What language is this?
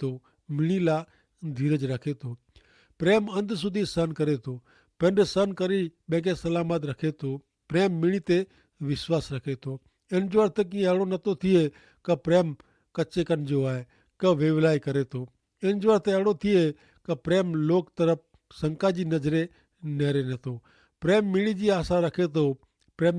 Kachhi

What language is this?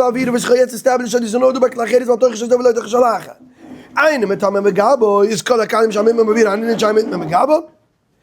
Yiddish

